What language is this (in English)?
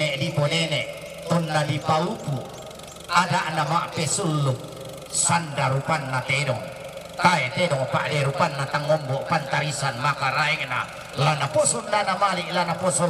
Toraja-Sa'dan